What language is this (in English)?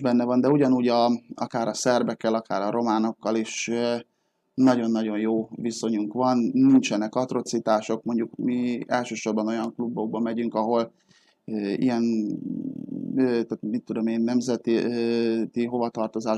Hungarian